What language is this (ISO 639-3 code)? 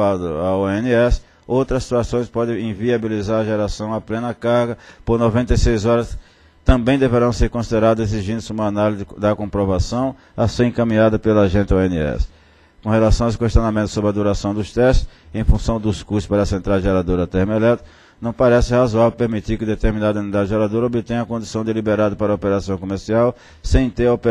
por